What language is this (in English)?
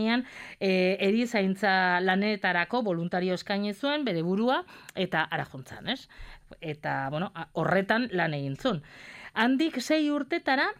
Basque